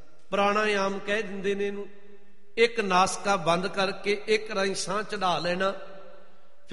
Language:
Punjabi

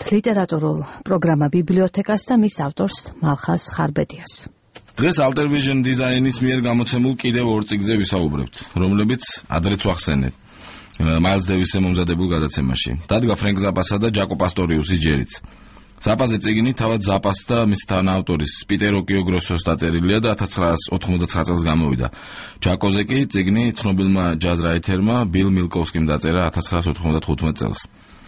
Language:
Georgian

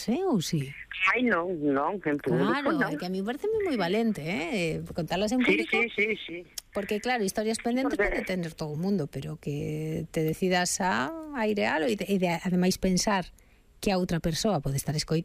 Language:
Galician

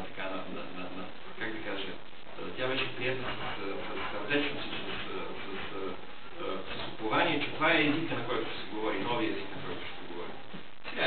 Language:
Bulgarian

